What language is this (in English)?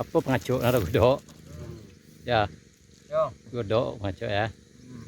Minangkabau